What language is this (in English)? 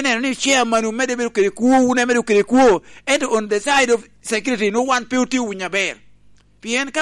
Lango (Uganda)